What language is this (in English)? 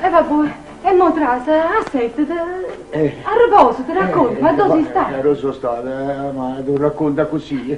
Neapolitan